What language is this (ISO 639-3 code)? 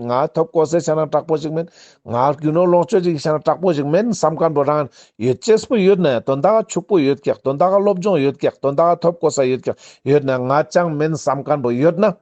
lbj